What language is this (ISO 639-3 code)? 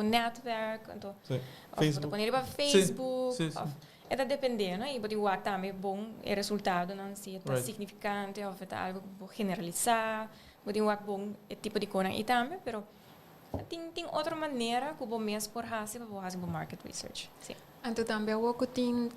pap